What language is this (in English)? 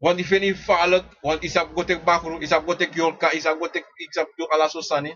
Sranan Tongo